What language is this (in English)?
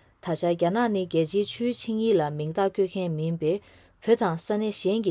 Tibetan